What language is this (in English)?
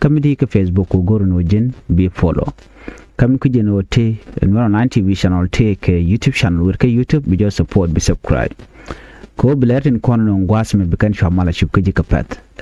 Nuer